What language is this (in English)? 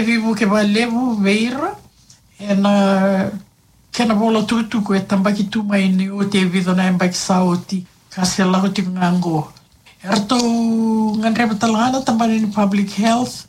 Fijian